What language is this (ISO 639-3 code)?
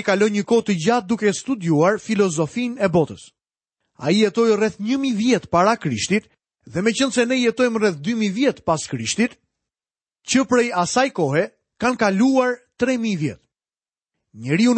sqi